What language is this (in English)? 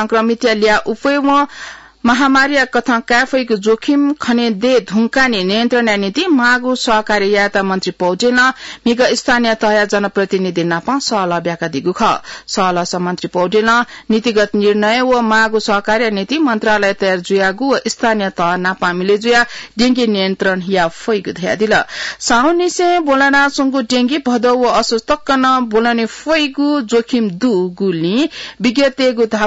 Newari